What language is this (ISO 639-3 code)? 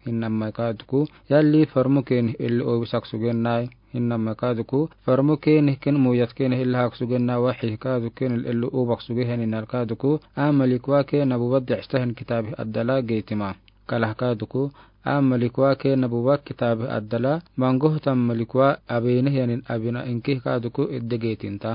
aar